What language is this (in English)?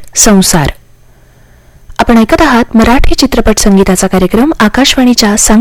Marathi